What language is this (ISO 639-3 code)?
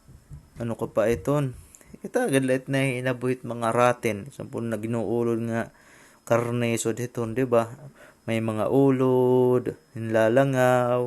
war